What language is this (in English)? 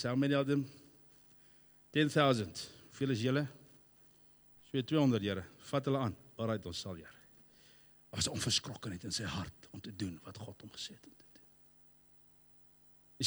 Afrikaans